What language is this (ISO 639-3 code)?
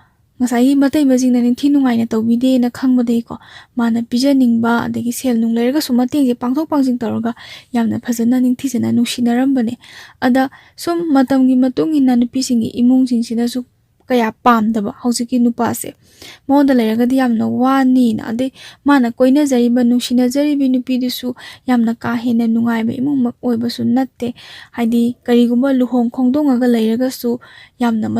mni